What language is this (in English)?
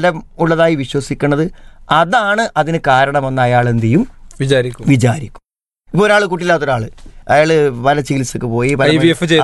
Malayalam